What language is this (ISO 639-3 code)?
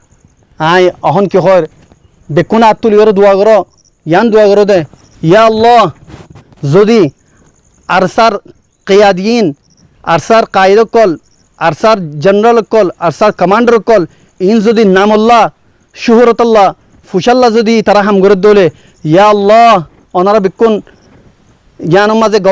rhg